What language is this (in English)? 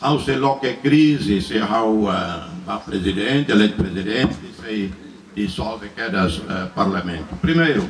Tetum